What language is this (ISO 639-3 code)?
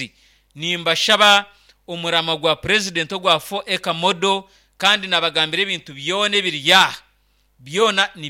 nyn